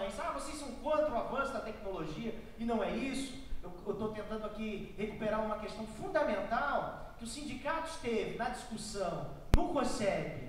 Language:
Portuguese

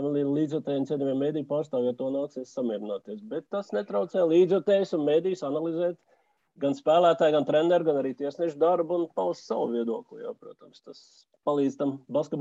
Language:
Latvian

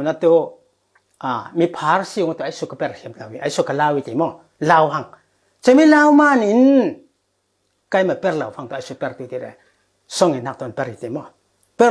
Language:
Falam Chin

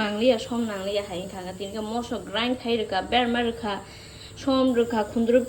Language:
Kok Borok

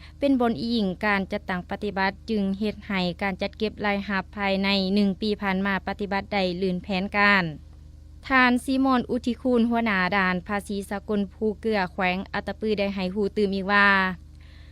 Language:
Lao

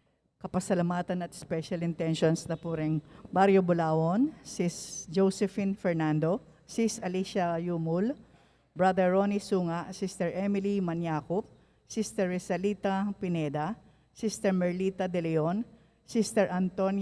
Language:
Pampanga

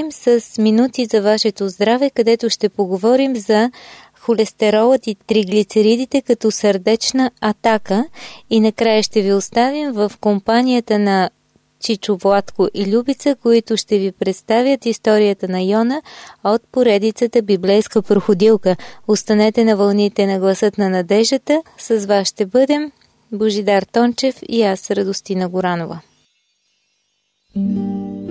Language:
Bulgarian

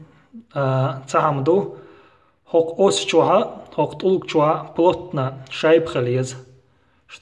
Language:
Chechen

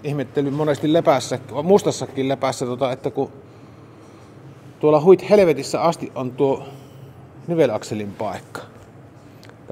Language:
Finnish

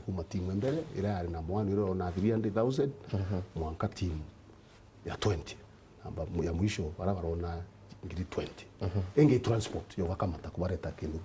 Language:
Meru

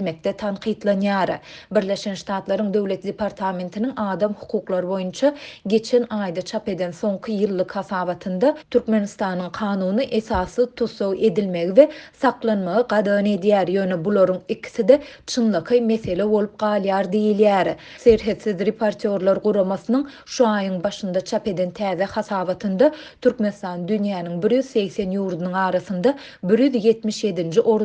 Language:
Turkmen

